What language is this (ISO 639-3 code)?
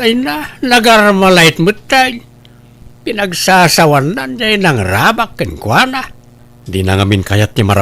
ilo